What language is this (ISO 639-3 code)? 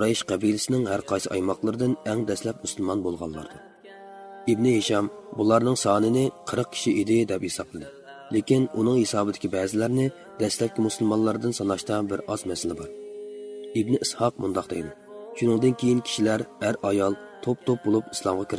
uig